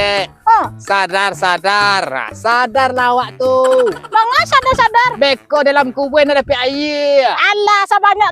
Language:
Minangkabau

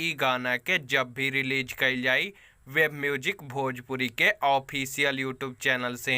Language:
Bhojpuri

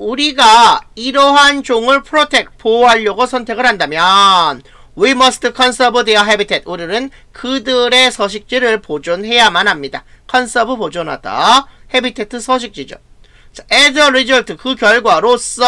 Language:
Korean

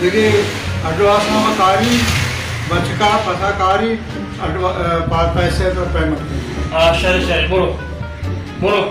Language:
Baluchi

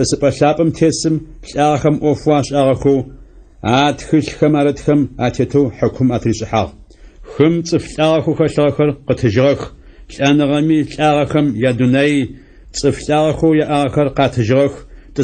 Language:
Adyghe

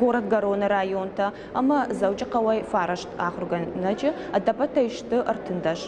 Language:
Ossetic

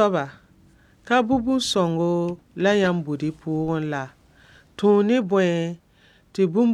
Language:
Mossi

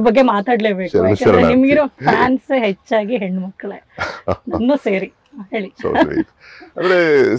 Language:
Kannada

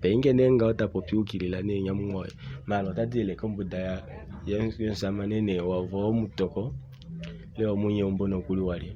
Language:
Kuanyama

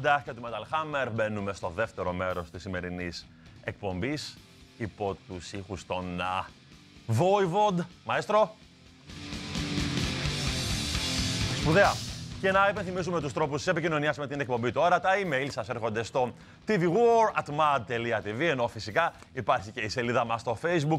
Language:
Greek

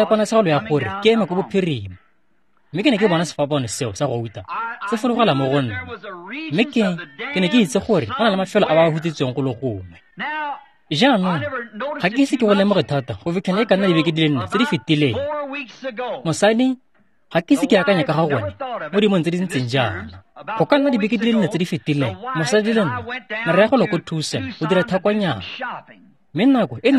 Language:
Tswana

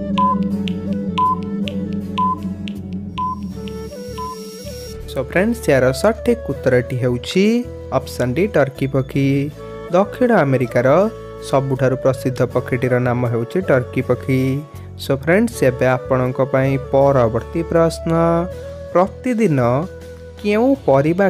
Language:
Odia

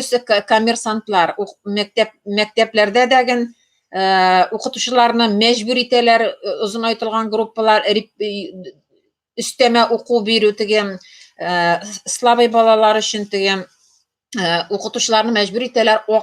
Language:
Tatar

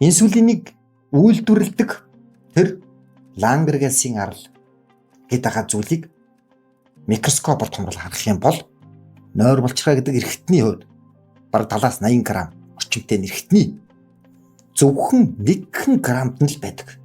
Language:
Mongolian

